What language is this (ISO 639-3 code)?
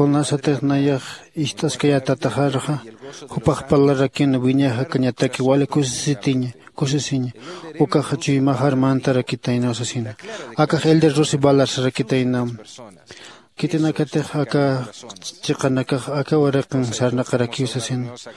aym